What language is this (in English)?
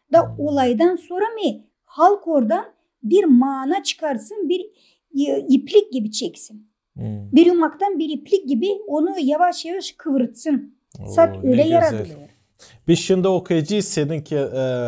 Gagauz